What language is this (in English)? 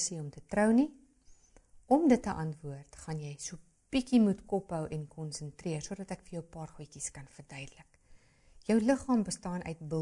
Afrikaans